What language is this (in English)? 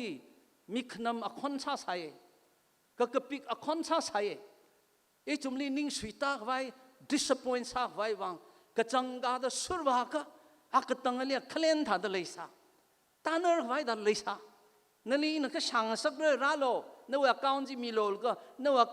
Tangkhul Naga (India)